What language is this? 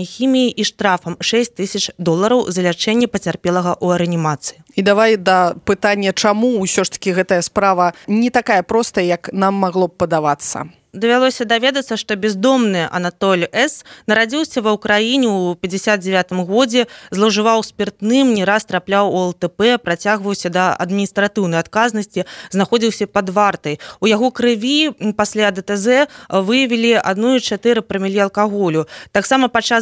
Belarusian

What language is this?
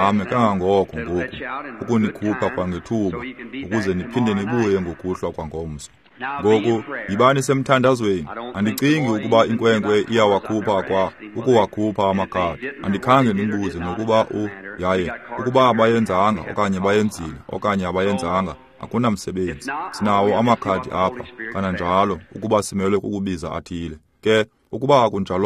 Xhosa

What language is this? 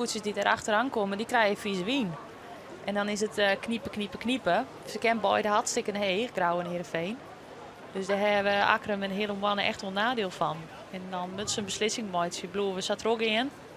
Western Frisian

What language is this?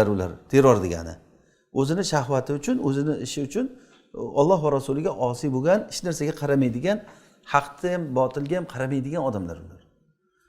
Uzbek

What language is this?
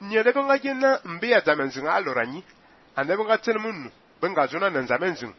Fang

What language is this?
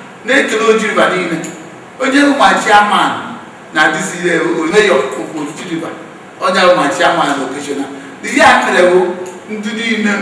Igbo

